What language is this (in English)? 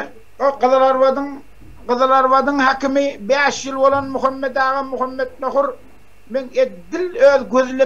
Turkmen